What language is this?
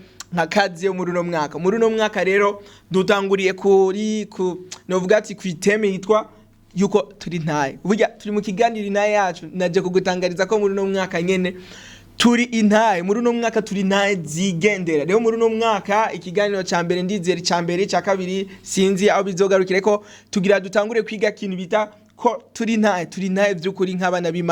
Rundi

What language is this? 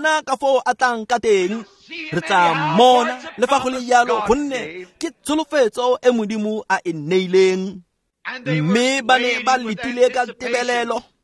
Tswana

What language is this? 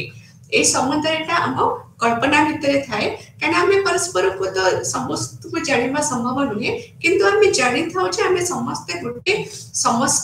Odia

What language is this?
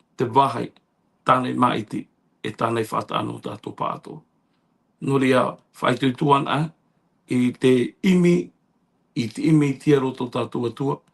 Tahitian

